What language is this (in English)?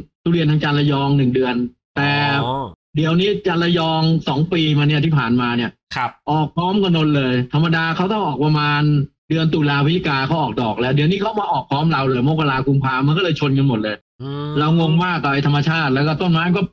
Thai